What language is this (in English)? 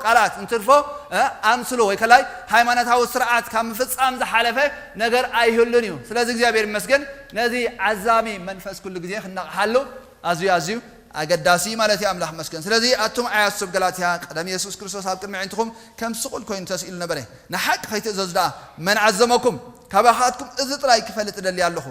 Tigrinya